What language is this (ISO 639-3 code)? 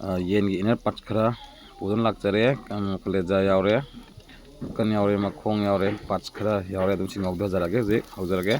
mni